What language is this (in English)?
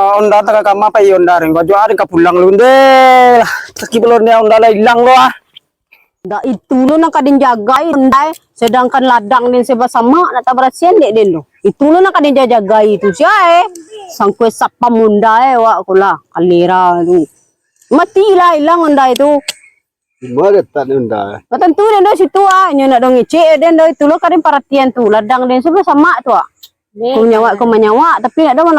Minangkabau